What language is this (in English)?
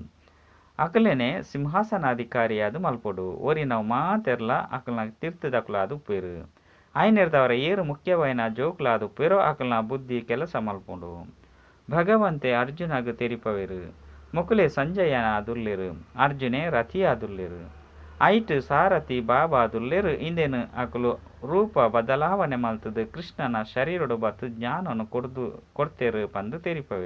Tulu